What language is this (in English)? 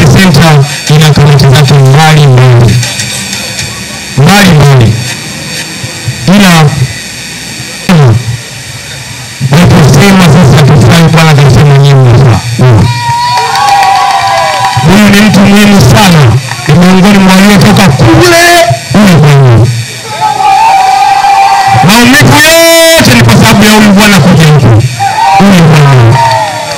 Swahili